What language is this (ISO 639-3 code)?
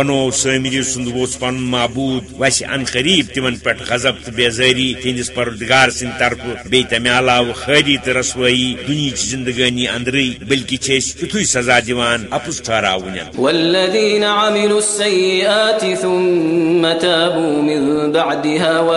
kas